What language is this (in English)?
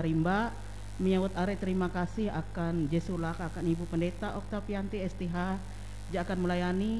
Ngaju